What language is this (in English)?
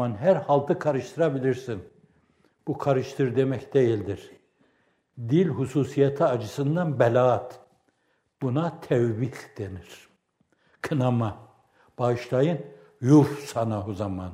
Turkish